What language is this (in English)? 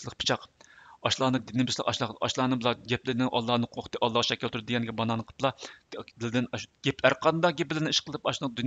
Uyghur